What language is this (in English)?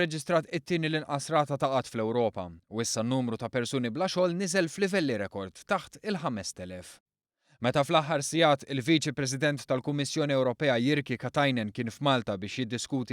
Maltese